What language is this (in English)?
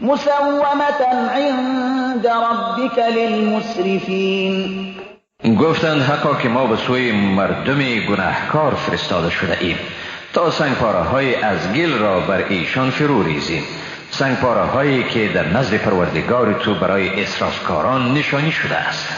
Persian